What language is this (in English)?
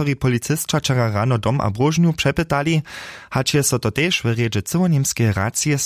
Upper Sorbian